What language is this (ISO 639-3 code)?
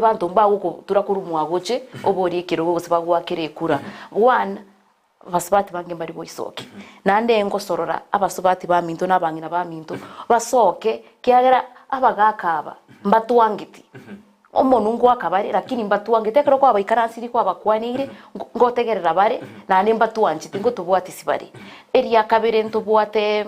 guz